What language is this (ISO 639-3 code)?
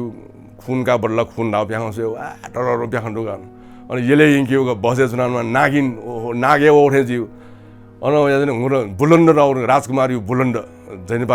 new